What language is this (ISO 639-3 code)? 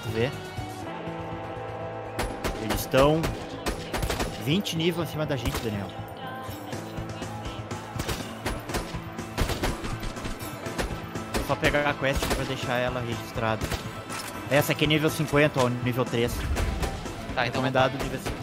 por